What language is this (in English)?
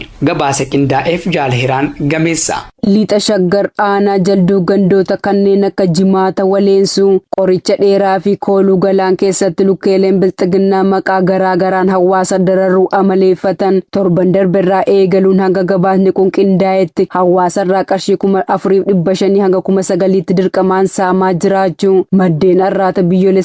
Oromo